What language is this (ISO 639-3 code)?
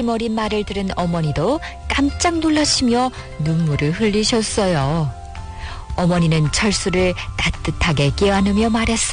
kor